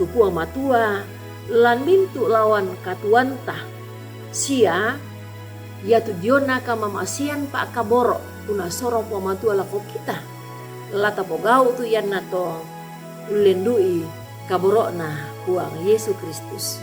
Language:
Toraja-Sa'dan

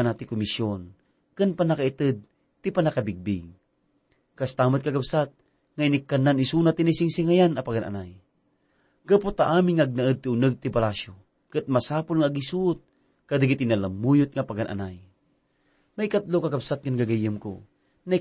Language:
Iloko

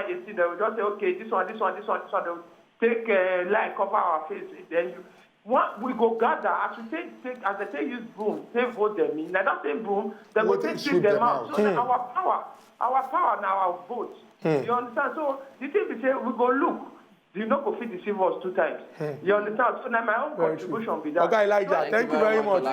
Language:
Nigerian Pidgin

